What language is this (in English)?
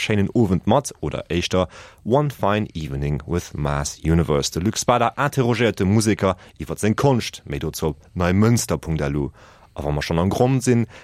Luxembourgish